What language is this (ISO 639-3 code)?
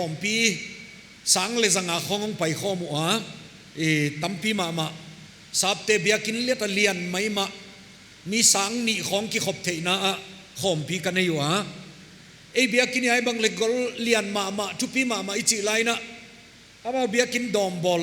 pck